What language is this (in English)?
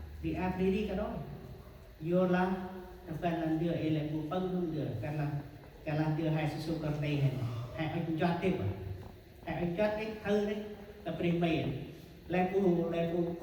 Central Mnong